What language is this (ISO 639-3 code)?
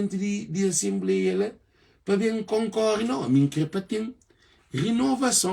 kea